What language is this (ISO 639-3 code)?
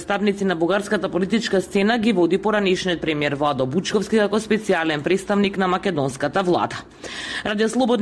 mkd